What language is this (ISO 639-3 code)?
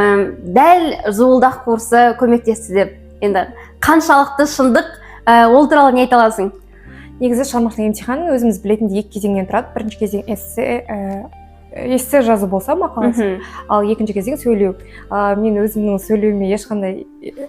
kaz